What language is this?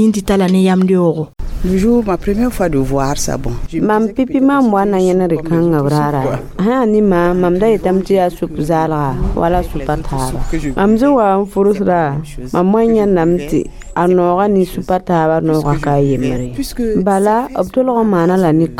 Mossi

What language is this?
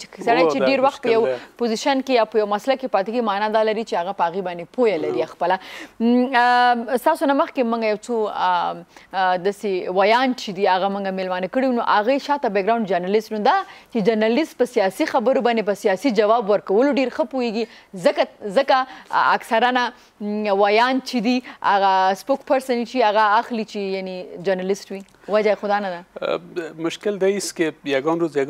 Pashto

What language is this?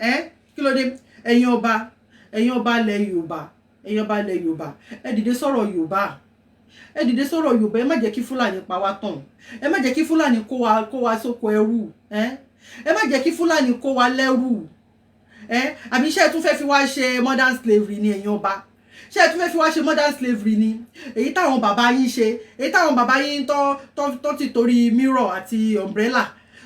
Yoruba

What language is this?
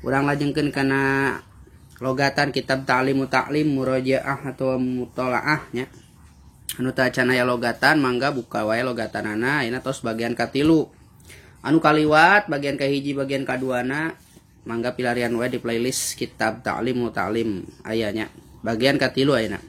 Sundanese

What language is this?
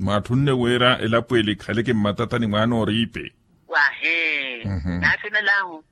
Makhuwa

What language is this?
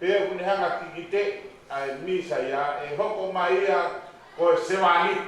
Tongan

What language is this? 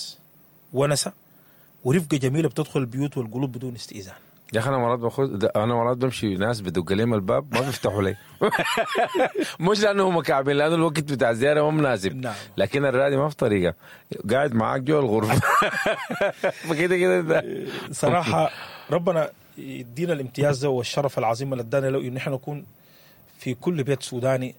Sudanese Arabic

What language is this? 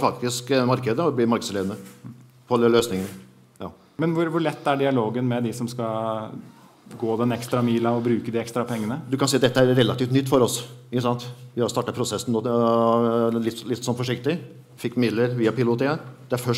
Norwegian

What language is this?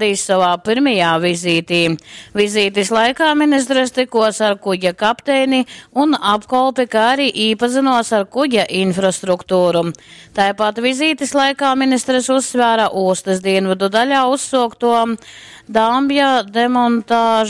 Latgalian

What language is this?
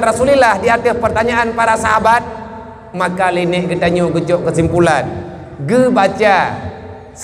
Achinese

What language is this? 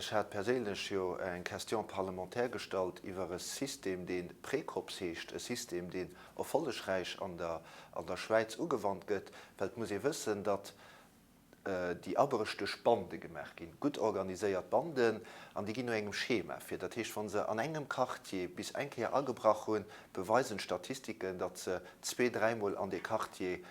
Luxembourgish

